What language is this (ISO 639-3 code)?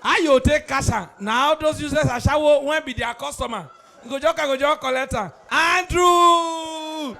pcm